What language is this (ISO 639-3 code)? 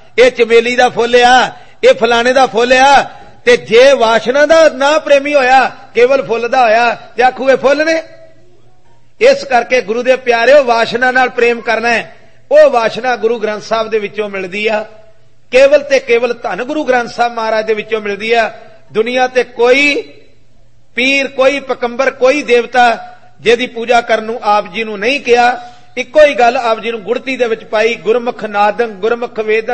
pan